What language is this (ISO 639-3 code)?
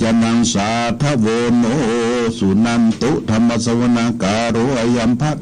pli